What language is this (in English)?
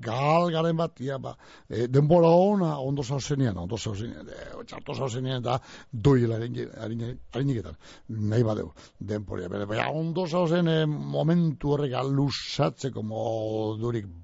Basque